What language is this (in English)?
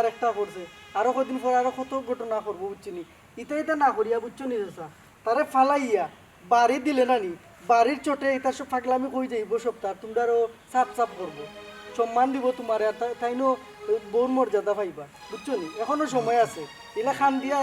Sylheti